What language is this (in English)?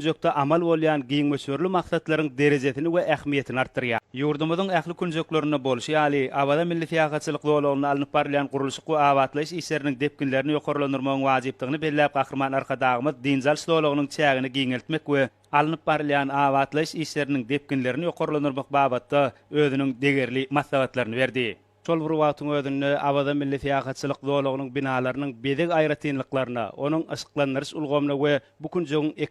Turkmen